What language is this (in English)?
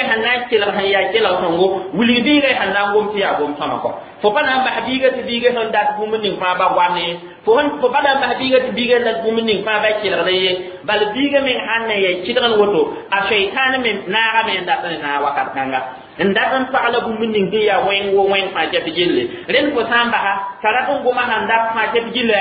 Mossi